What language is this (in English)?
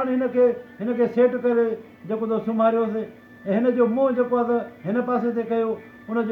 Sindhi